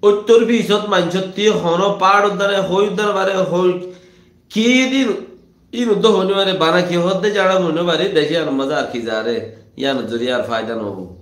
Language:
Rohingya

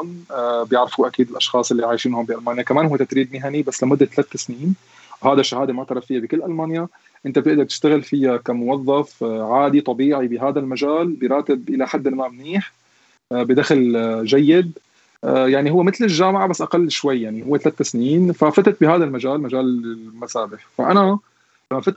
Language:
North Levantine Arabic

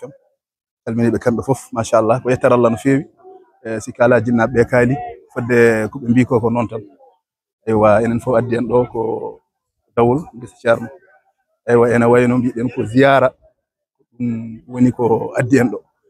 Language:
Fula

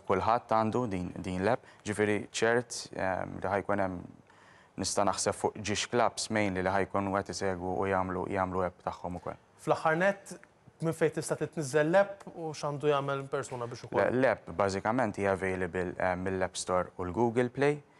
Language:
Maltese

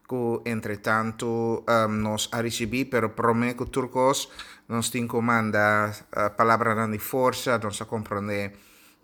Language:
Papiamento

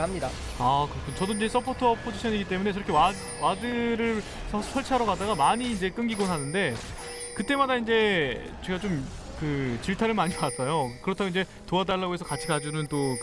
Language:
Korean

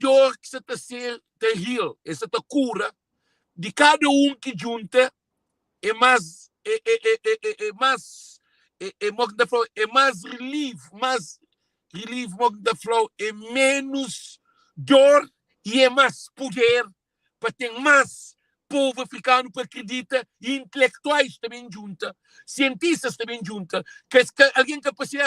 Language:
Kabuverdianu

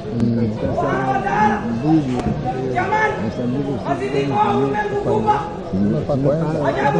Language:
Swahili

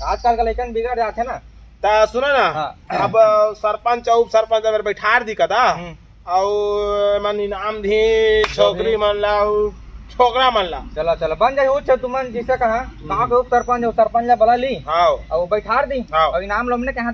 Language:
Chhattisgarhi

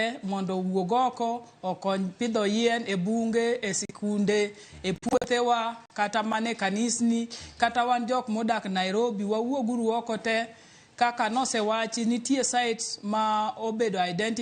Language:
Luo (Kenya and Tanzania)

